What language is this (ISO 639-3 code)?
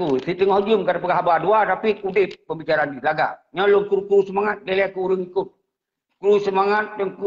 ace